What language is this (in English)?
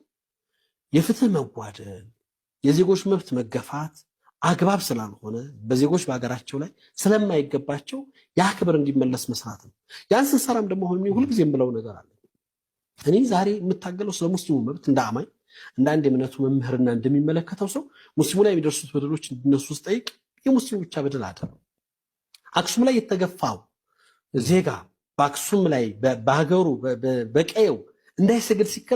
Amharic